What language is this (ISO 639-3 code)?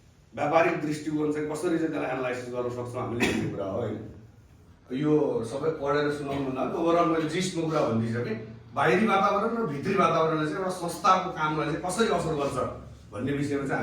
nep